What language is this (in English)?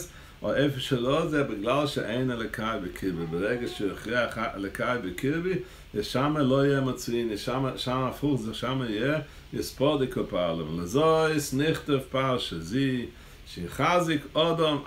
Hebrew